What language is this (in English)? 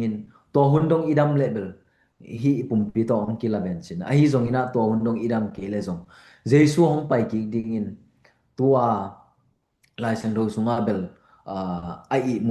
Tedim Chin